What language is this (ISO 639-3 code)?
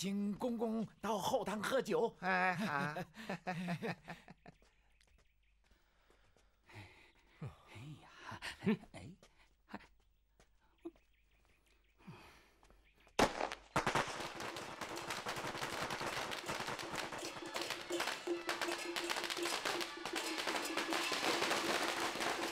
zho